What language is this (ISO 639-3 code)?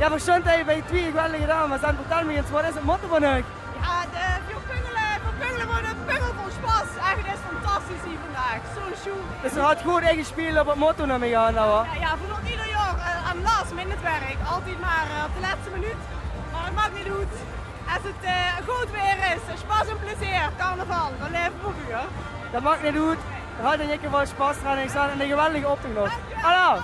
lim